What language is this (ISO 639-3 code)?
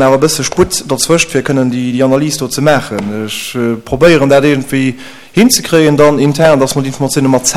ltz